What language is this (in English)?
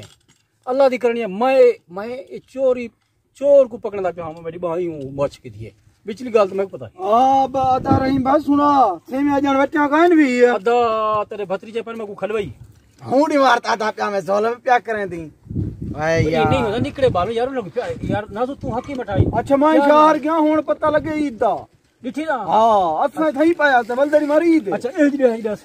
Saraiki